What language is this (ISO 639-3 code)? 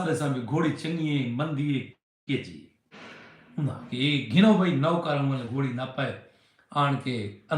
skr